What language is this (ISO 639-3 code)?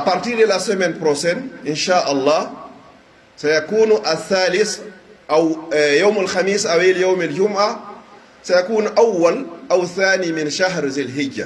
fuf